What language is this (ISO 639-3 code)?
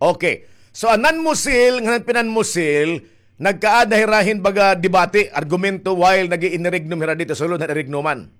war